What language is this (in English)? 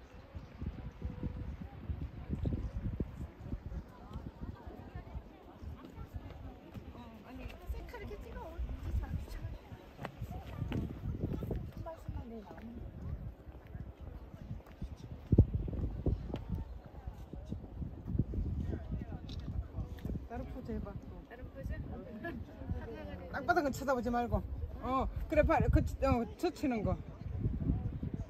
Korean